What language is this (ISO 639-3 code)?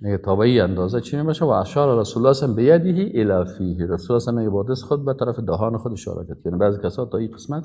fas